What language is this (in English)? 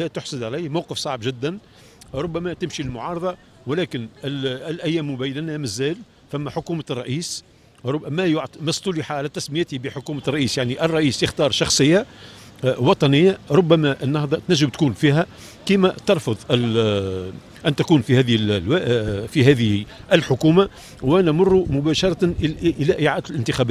Tunisian Arabic